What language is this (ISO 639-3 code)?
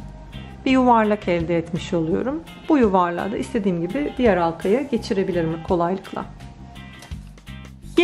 tur